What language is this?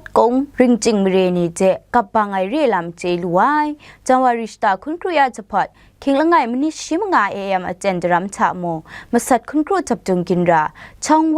Kachin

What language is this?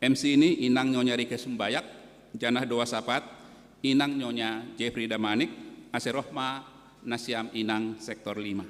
Batak Simalungun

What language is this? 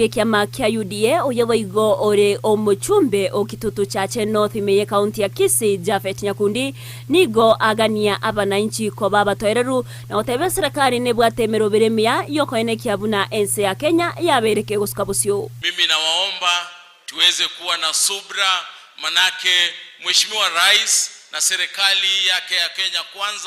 Gusii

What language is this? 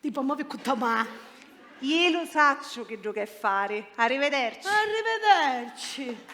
Sicilian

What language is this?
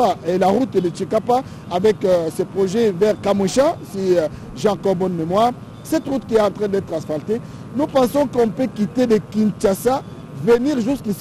French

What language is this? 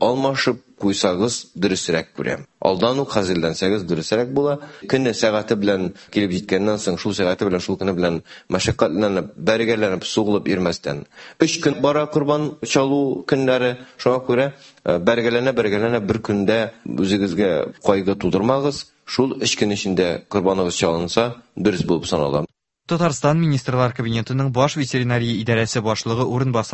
Tatar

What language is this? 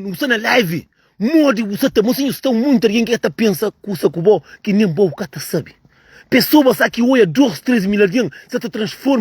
Kabuverdianu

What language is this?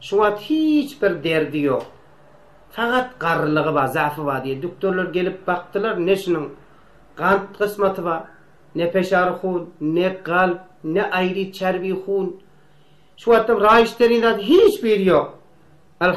Turkmen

